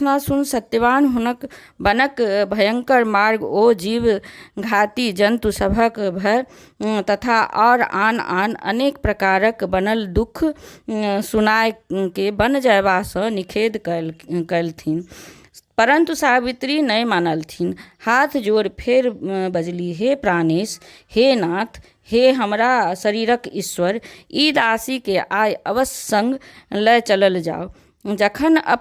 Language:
Maithili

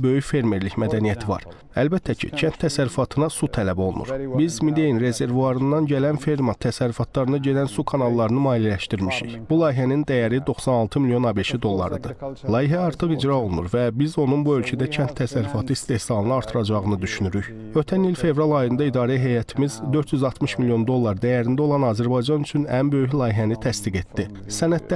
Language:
Azerbaijani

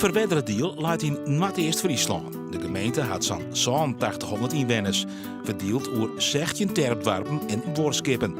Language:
Western Frisian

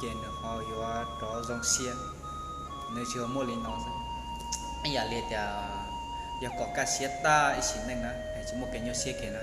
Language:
Hmong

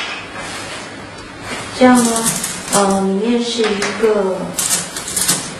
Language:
Chinese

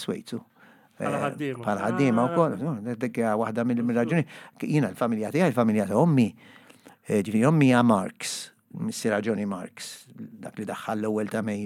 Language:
Maltese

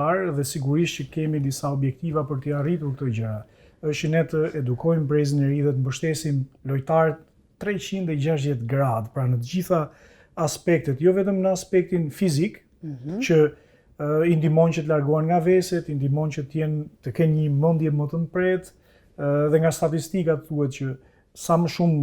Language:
Albanian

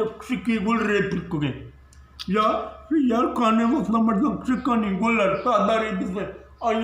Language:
Eastern Balochi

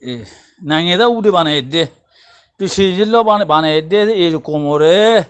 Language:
Rohingya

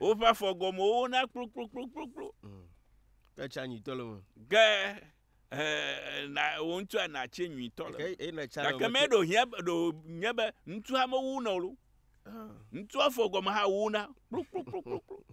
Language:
Ewe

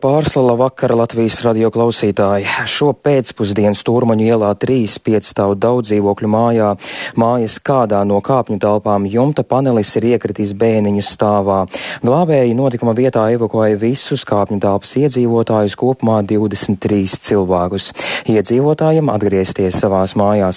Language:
Latvian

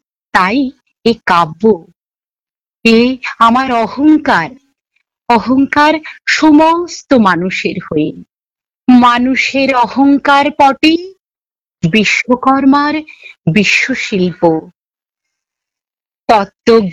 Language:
Bangla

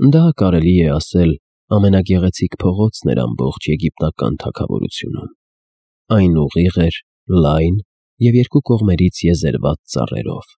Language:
Armenian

